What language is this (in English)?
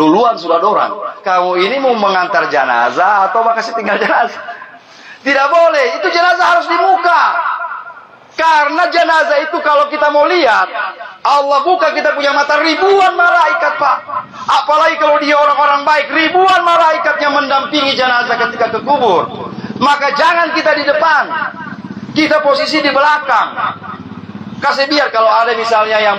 Indonesian